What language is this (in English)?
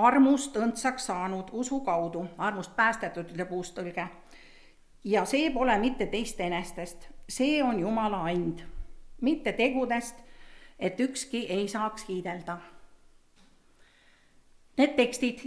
Estonian